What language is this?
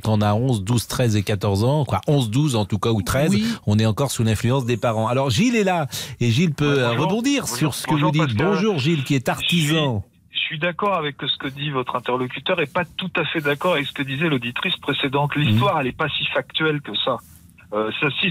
French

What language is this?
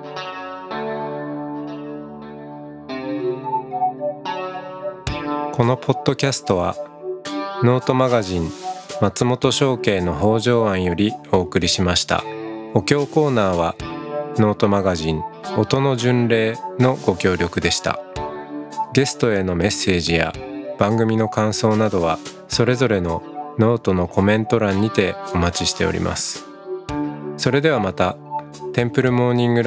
Japanese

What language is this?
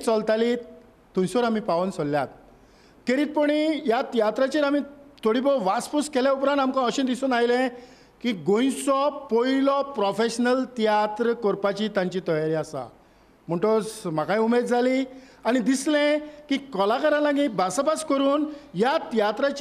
Konkani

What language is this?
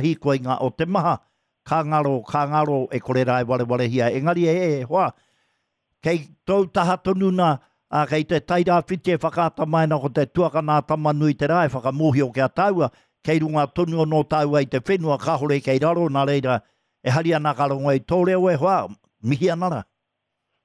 Māori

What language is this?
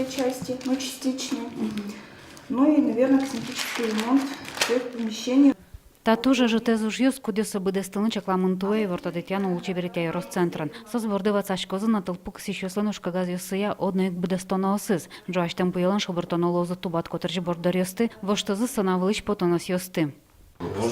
Udmurt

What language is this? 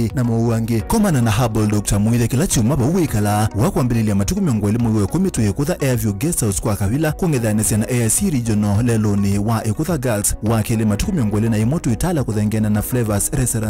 Kamba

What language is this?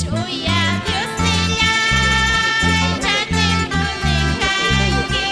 Quechua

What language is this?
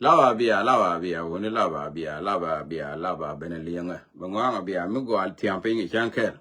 Nuer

